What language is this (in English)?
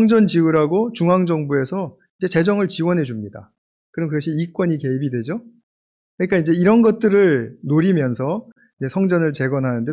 Korean